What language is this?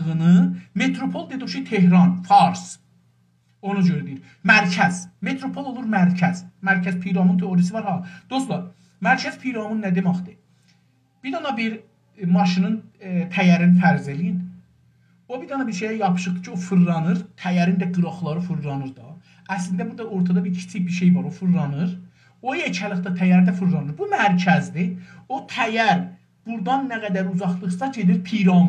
South Azerbaijani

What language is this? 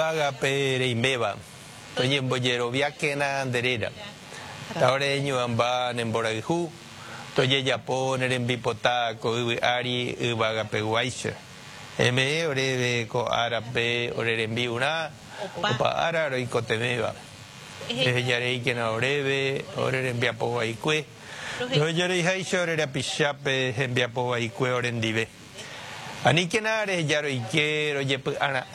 Guarani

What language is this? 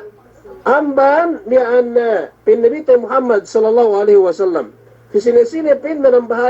Yakan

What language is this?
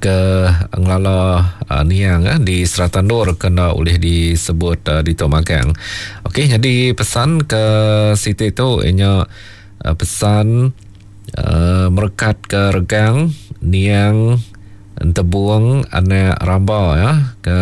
Iban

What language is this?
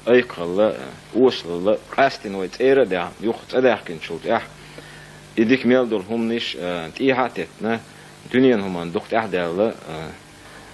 Chechen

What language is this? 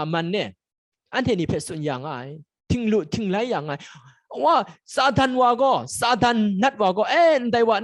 Kachin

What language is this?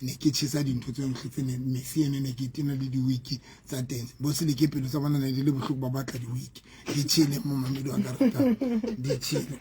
Southern Sotho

